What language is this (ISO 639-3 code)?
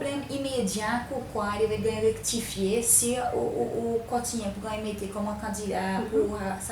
crs